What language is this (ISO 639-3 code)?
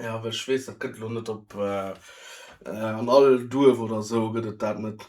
ltz